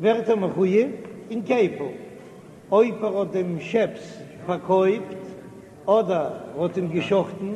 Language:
Yiddish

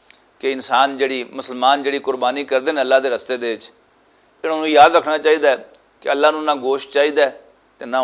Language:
Western Panjabi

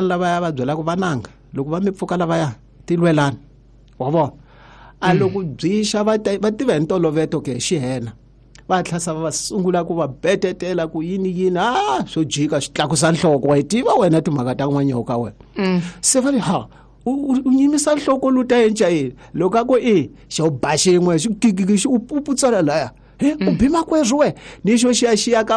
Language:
Tsonga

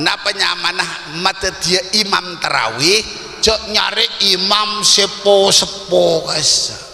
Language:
Madurese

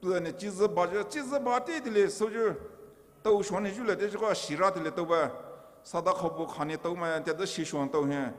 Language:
Poumei Naga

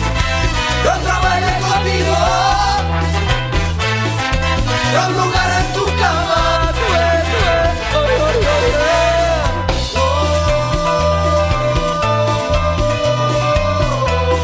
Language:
Spanish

